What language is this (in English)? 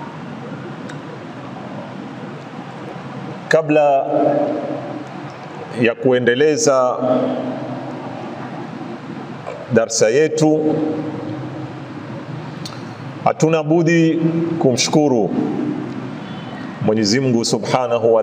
Swahili